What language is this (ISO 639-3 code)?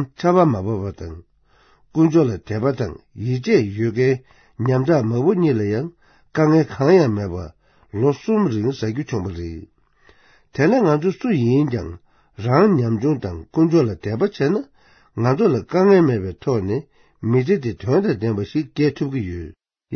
bod